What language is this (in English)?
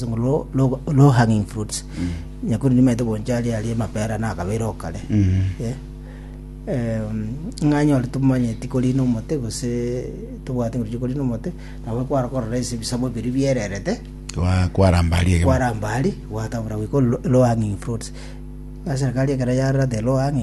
Gusii